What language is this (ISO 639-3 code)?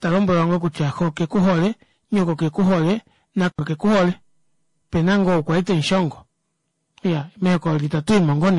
kua